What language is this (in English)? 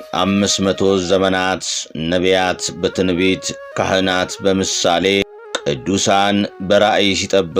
Amharic